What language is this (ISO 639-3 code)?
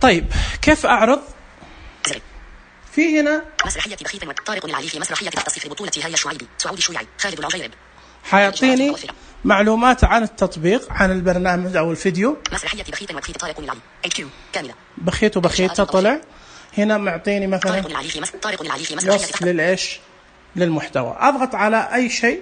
ars